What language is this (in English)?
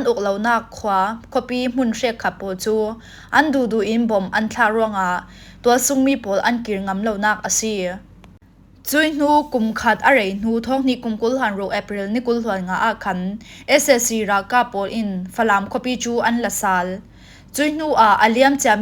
Falam Chin